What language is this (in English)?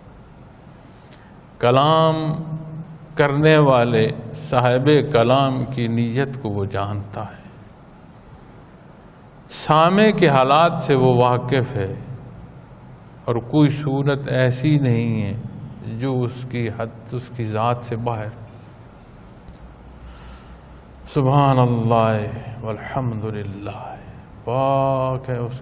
Urdu